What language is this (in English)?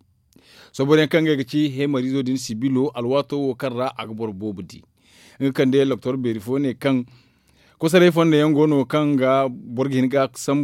Zarma